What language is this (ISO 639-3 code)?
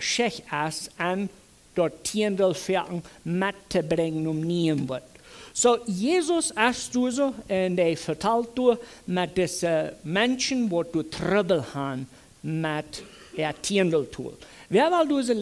pdt